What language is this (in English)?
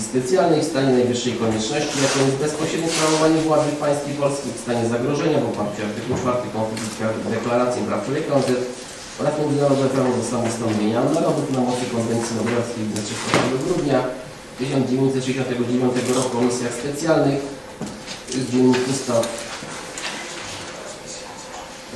Polish